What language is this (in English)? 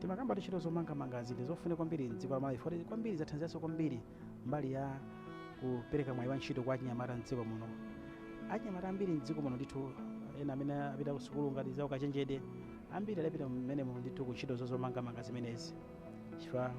Nyanja